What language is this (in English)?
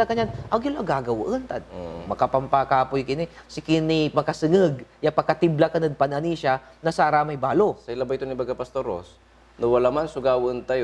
Pangasinan